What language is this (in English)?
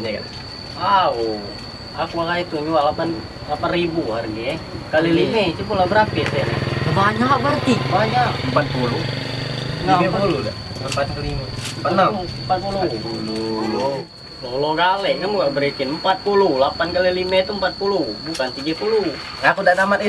Musi